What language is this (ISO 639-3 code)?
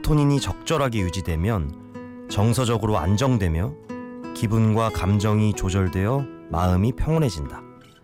kor